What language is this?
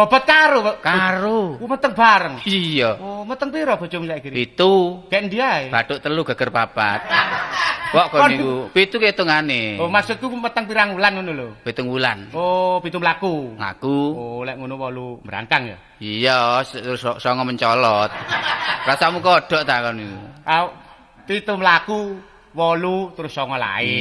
Javanese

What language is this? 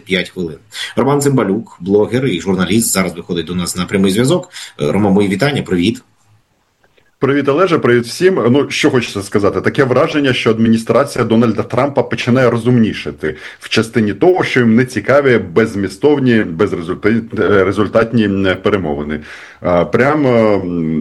Ukrainian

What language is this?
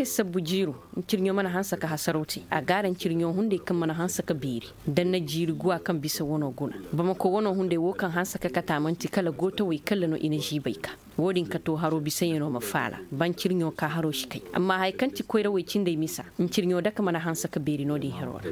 Koyraboro Senni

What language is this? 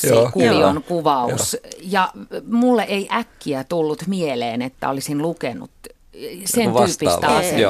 Finnish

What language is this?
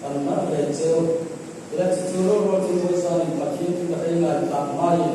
Hmar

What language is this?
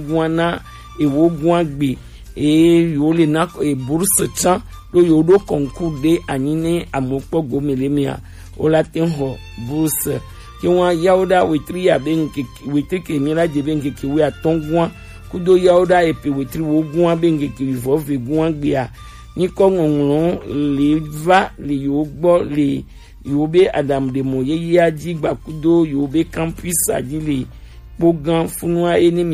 Gen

